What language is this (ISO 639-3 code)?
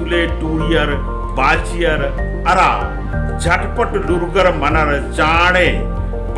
kru